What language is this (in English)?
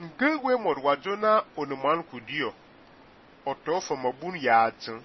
Fang